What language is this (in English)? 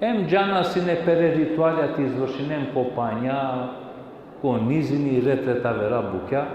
Balkan Romani